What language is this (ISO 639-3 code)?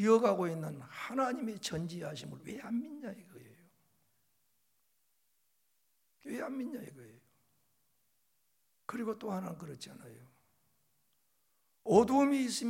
kor